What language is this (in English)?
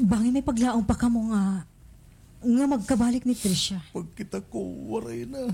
Waray